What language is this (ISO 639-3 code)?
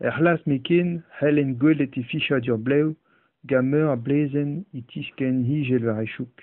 bre